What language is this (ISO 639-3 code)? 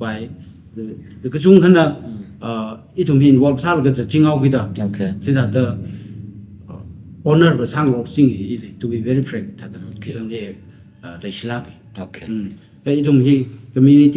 nmf